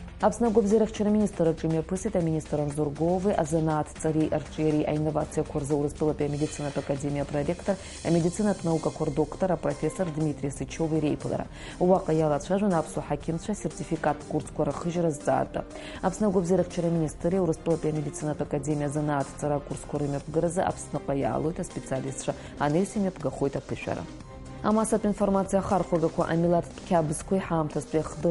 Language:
Abkhazian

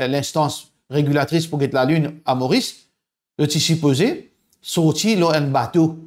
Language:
Morisyen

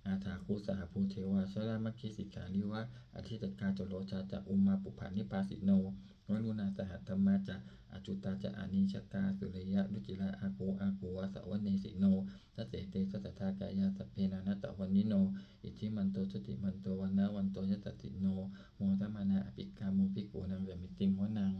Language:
Pali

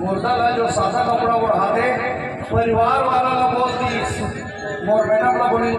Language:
Chhattisgarhi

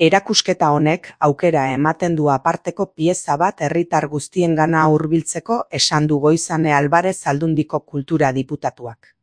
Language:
Basque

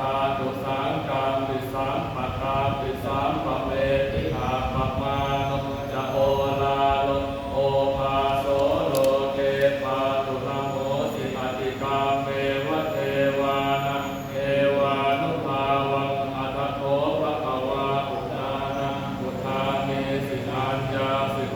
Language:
Pali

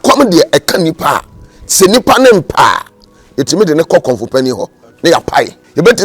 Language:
Akan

